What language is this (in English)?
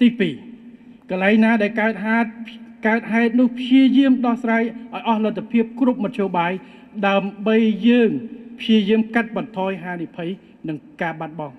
Khmer